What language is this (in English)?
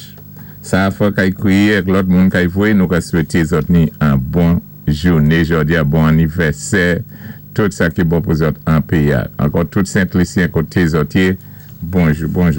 Saint Lucian Creole French